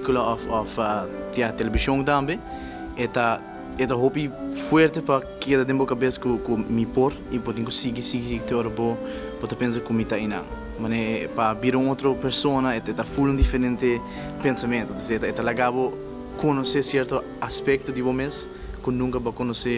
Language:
Papiamento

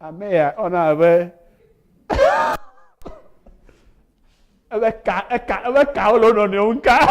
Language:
Ewe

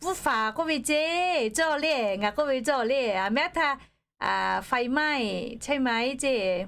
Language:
Lahu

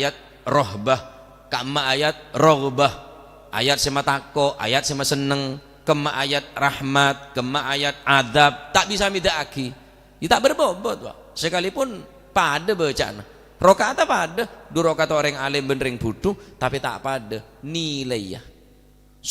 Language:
Madurese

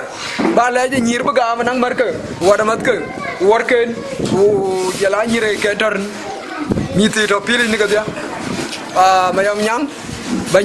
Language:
Dinka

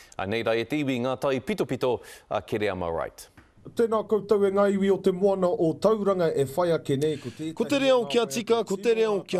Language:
Māori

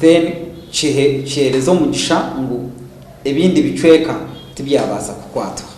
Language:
Nyankole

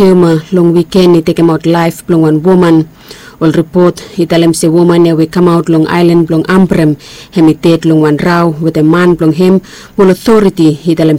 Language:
Bislama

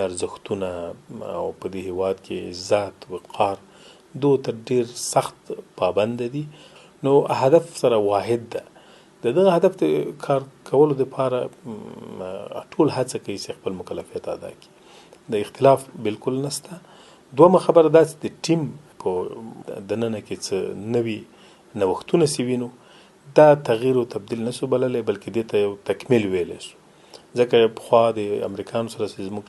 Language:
Pashto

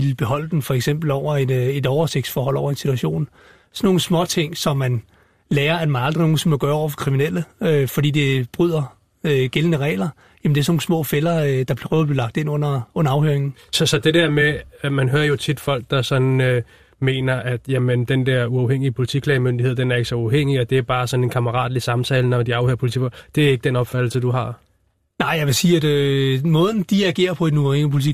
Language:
Danish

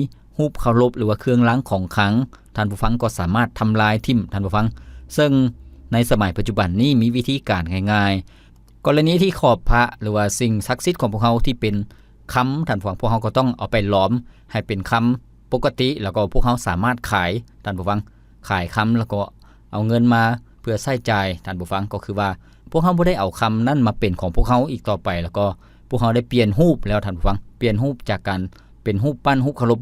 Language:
Lao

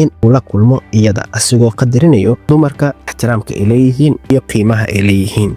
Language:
Somali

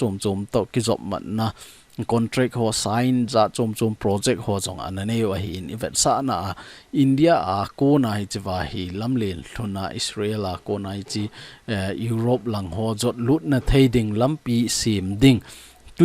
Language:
Thado Chin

